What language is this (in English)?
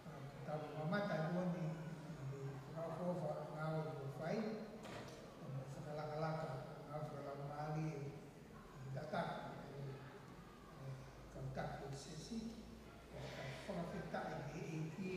Tongan